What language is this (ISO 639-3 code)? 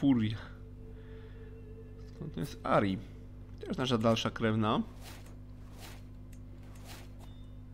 pol